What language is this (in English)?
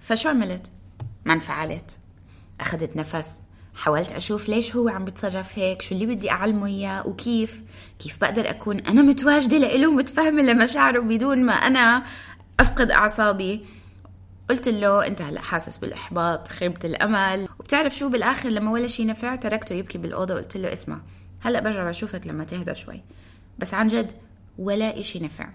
North Levantine Arabic